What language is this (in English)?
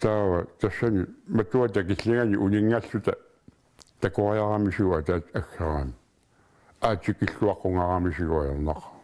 Kalaallisut